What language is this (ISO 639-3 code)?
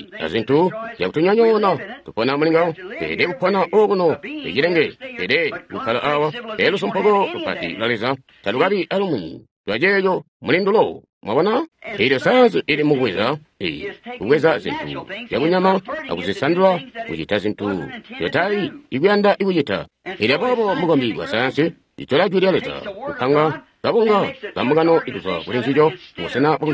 toi